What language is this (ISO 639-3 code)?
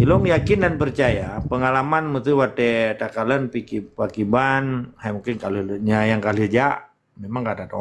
ace